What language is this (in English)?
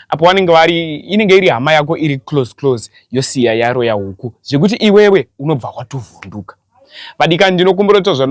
Shona